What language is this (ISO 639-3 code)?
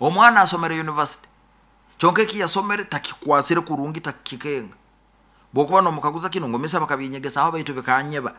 nyo